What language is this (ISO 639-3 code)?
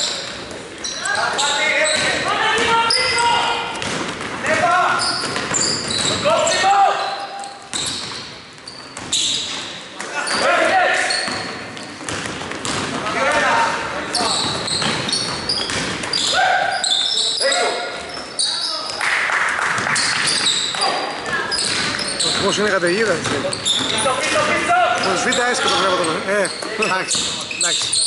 ell